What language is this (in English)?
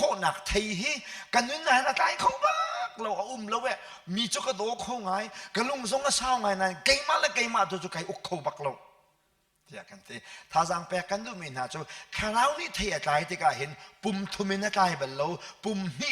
Hakha Chin